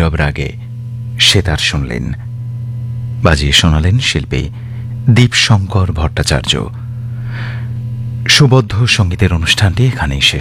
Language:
Bangla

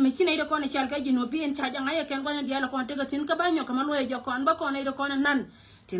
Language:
Nuer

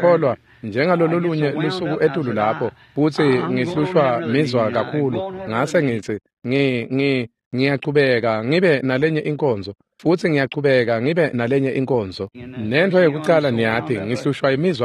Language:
Swati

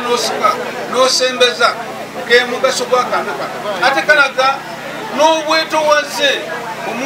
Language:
Ganda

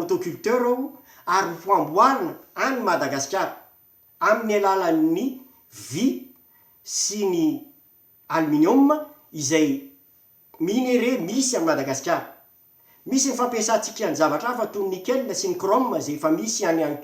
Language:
Malagasy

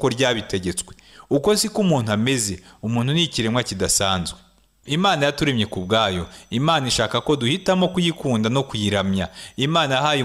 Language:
Kinyarwanda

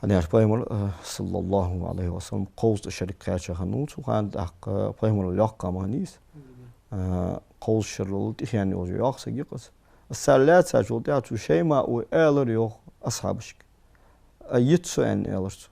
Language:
Ingush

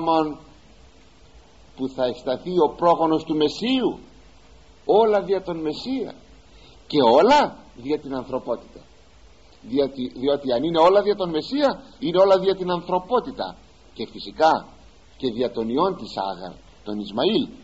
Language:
Greek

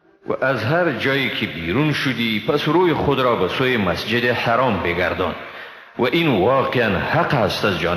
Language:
Persian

